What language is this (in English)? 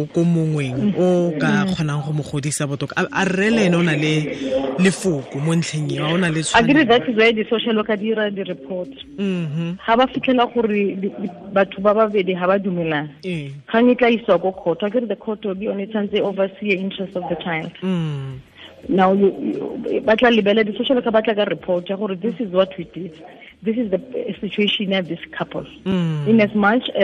Tswana